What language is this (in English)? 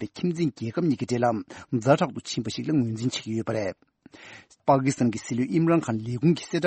Tibetan